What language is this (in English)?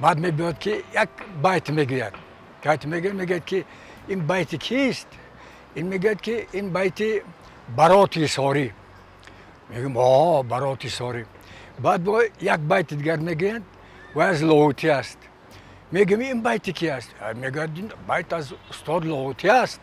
Tajik